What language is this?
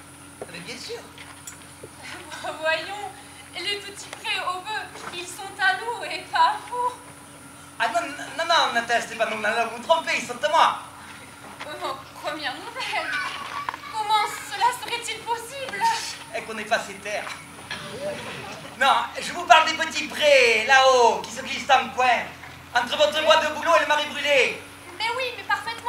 French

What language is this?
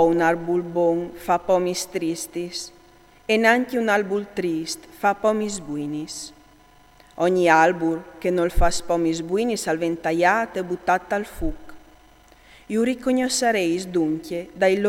Friulian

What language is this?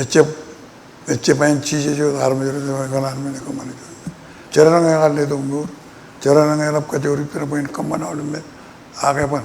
Marshallese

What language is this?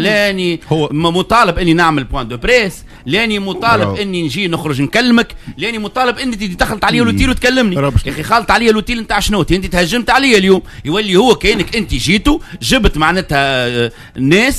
Tunisian Arabic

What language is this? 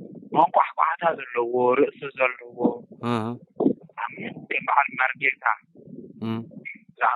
Tigrinya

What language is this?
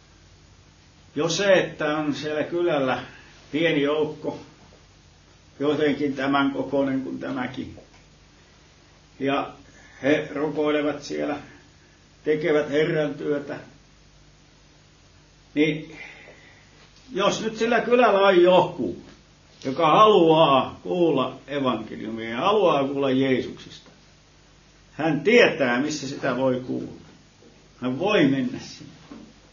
Finnish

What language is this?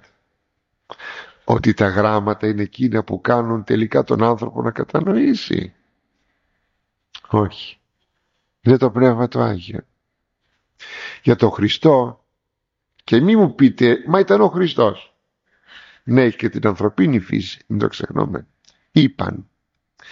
Greek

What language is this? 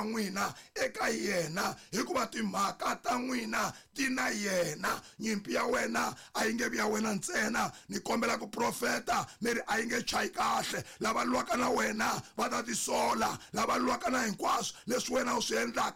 Tsonga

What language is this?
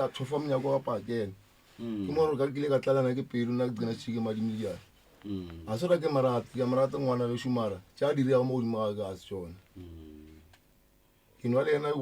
Northern Sotho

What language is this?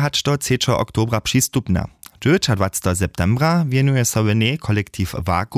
Upper Sorbian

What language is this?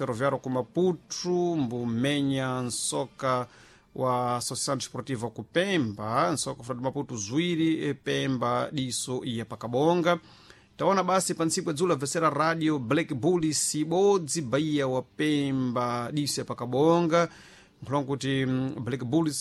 Sena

